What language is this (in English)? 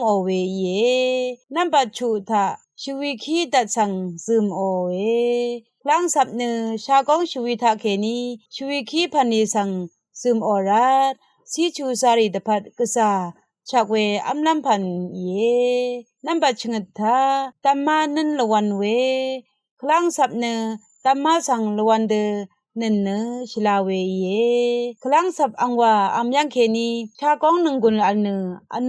Rawang